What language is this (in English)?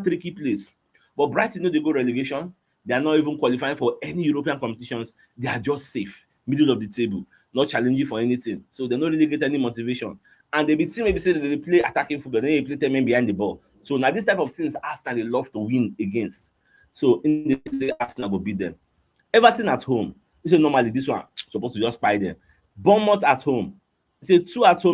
Nigerian Pidgin